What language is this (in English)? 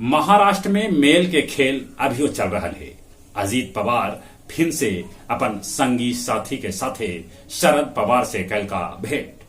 Magahi